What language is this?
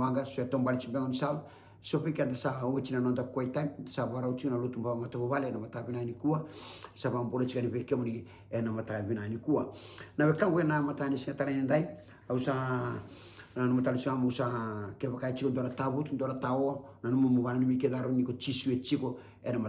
Fijian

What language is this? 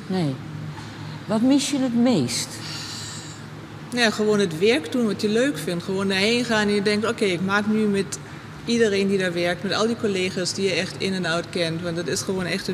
Dutch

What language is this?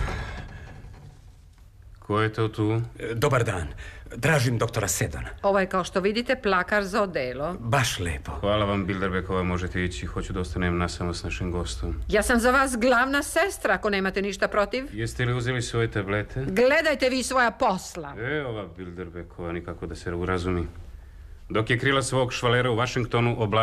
Serbian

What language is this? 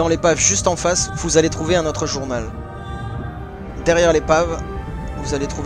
French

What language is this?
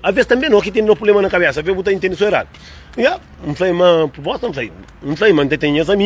Kabuverdianu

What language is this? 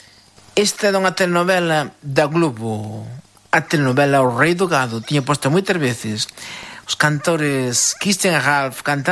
Galician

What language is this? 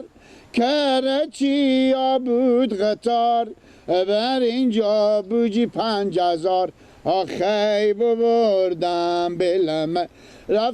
Persian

